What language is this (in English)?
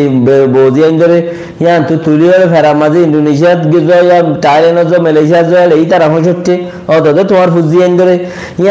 Rohingya